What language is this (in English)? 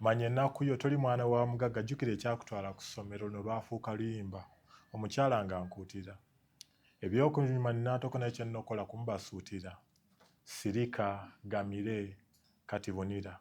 Ganda